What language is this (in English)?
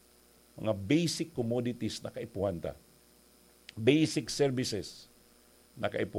Bikol